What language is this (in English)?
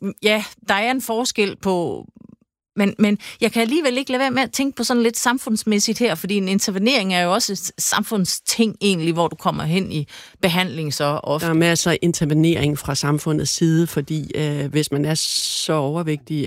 Danish